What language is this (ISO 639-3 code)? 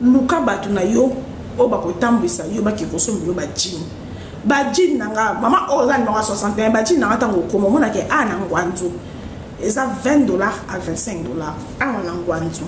lin